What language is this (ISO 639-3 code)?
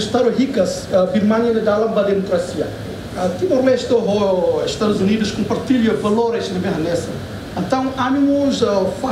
tet